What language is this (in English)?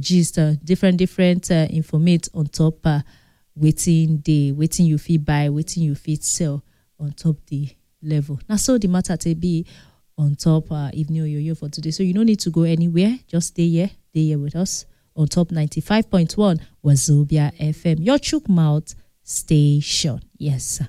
Nigerian Pidgin